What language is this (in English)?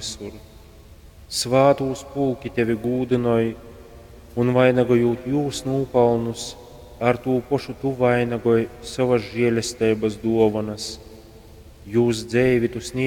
Latgalian